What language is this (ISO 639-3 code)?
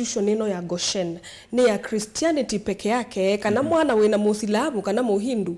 kam